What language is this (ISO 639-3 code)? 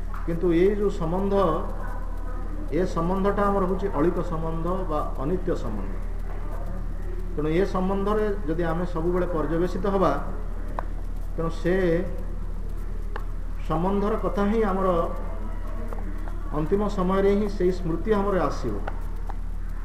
ori